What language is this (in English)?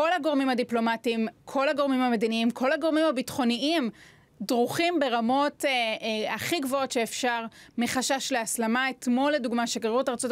Hebrew